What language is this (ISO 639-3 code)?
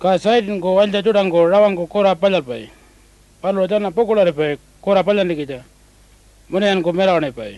pjt